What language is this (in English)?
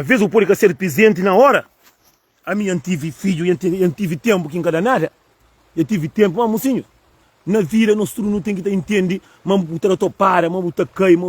Kabuverdianu